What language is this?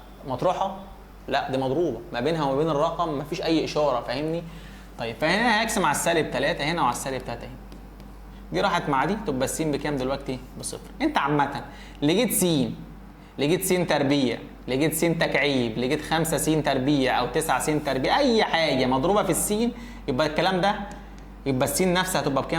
Egyptian Arabic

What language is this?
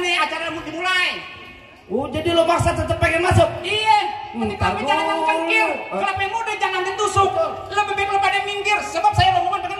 Betawi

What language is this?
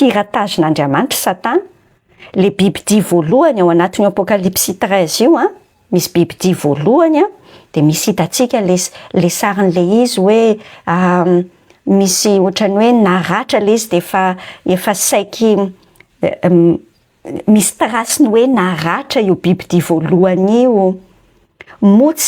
Malagasy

